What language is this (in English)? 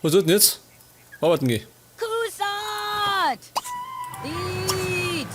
Bavarian